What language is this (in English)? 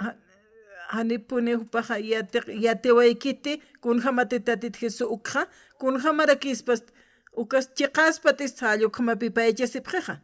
Aymara